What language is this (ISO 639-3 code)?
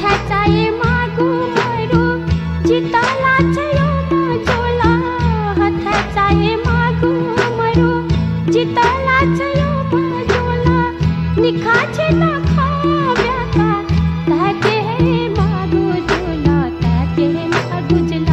new